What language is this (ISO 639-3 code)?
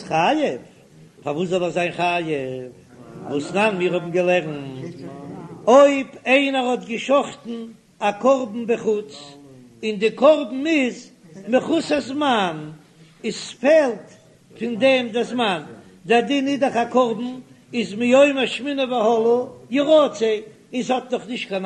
yid